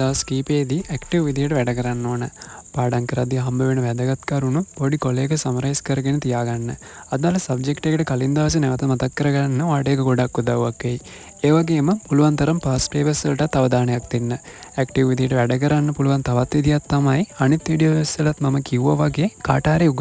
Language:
Sinhala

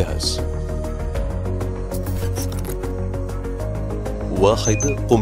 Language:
Arabic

